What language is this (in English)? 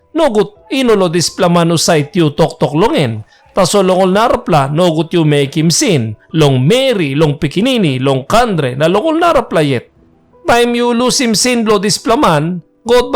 Tok Pisin